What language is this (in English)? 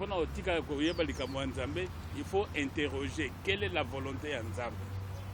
Lingala